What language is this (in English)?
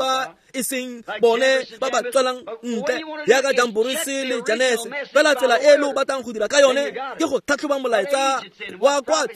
Tswana